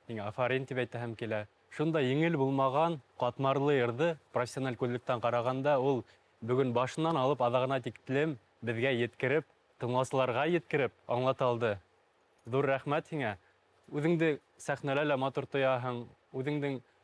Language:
Bashkir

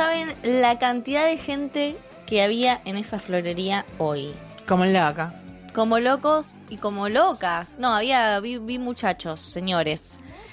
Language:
Spanish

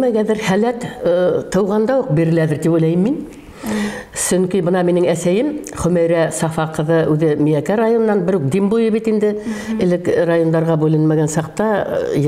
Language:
Bashkir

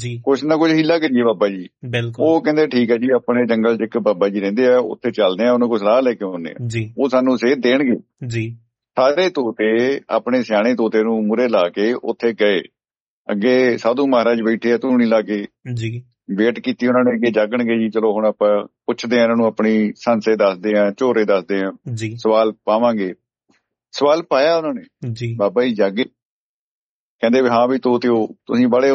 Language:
Punjabi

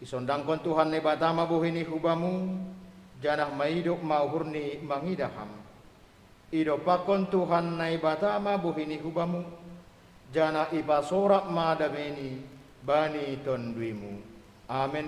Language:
Batak Simalungun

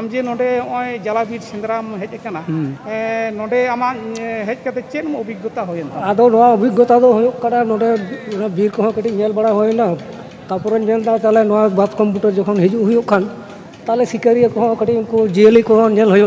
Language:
Santali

